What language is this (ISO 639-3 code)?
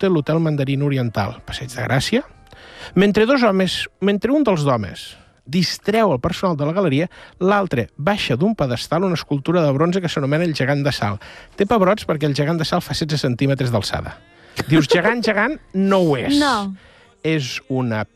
cat